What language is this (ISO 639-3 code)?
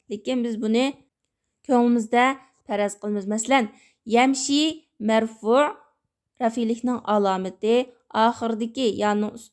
uig